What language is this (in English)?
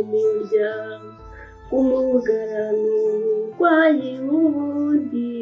Kinyarwanda